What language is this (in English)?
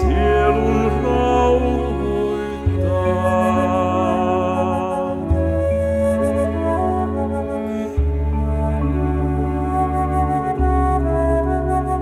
Finnish